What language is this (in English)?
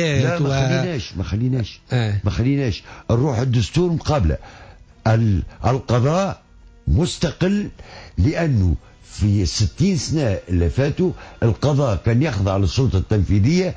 Tunisian Arabic